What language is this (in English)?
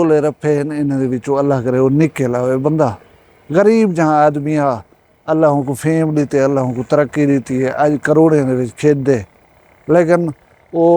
Saraiki